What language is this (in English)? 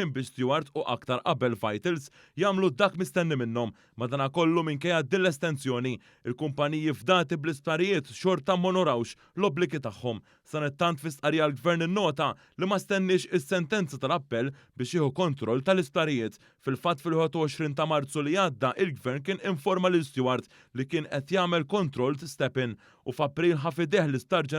Maltese